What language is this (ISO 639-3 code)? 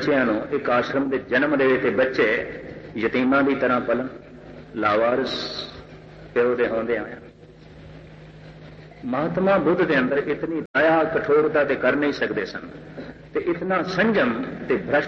pan